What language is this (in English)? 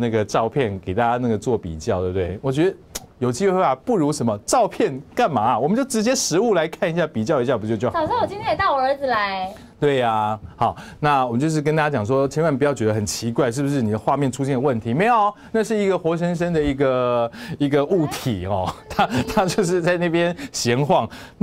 Chinese